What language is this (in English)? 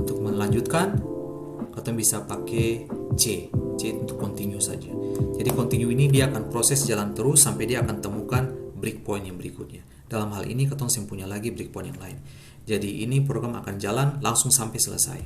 Ambonese Malay